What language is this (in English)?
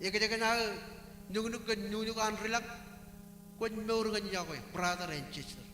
Marshallese